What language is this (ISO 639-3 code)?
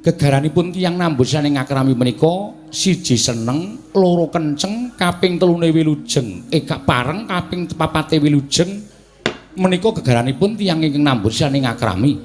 jav